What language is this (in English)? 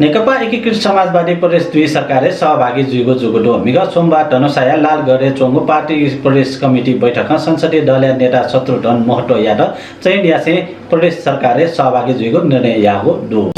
Newari